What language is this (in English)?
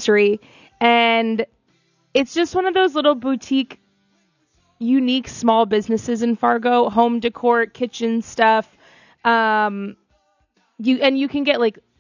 English